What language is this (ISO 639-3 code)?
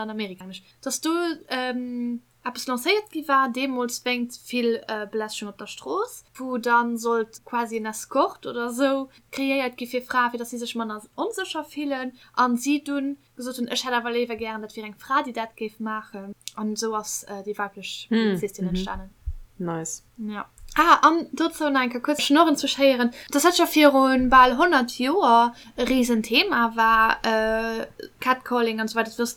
ltz